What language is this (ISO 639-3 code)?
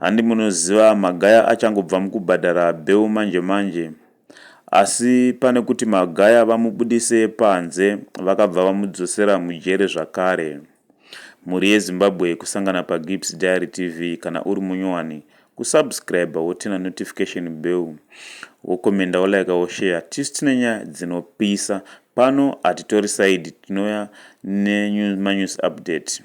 sna